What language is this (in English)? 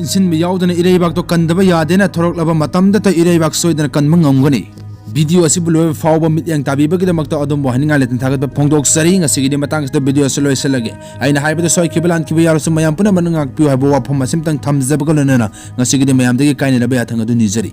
Manipuri